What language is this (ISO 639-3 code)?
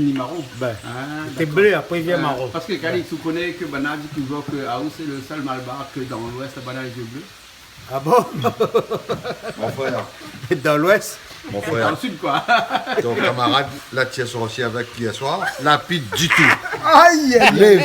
rcf